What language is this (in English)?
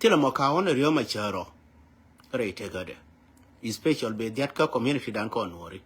Nuer